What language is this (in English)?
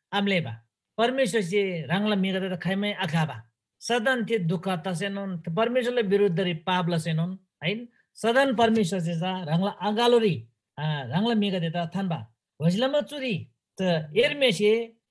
Eastern Tamang